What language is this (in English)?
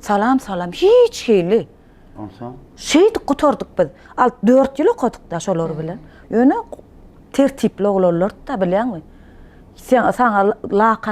Turkmen